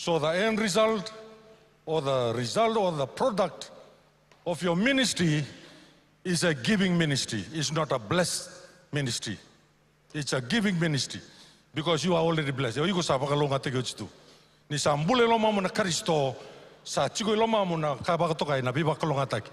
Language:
Fijian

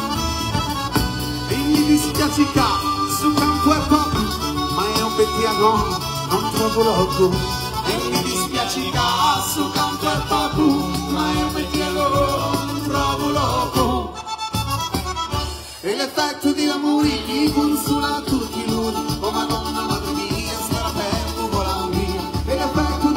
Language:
Italian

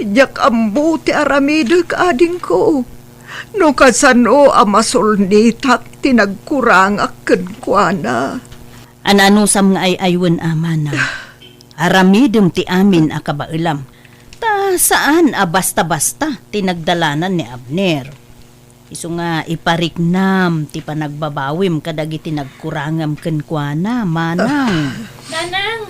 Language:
Iloko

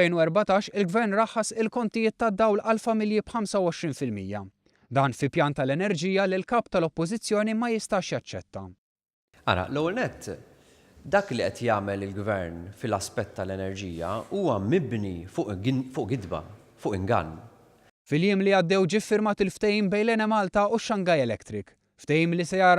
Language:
Maltese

